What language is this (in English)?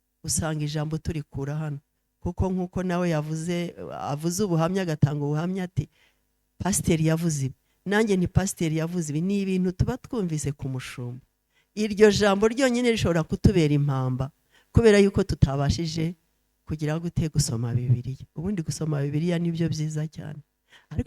Kinyarwanda